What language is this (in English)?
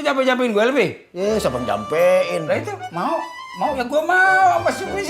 Betawi